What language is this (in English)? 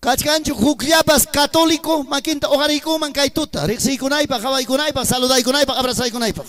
Ayacucho Quechua